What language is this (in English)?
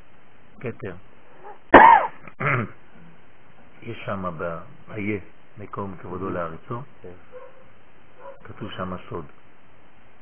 Hebrew